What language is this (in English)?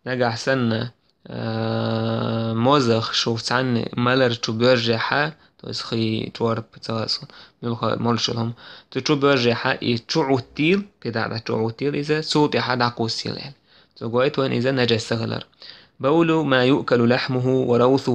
Chechen